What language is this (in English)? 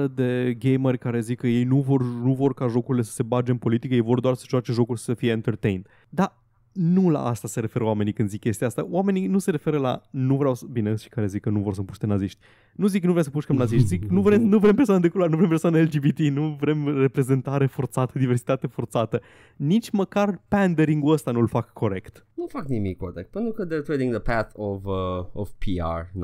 Romanian